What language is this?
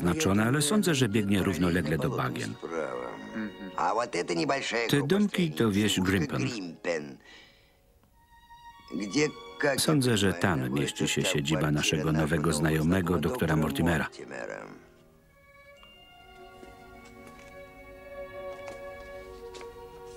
Polish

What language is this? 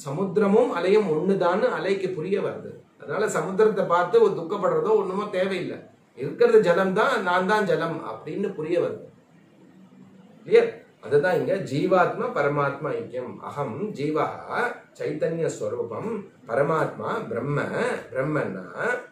Tamil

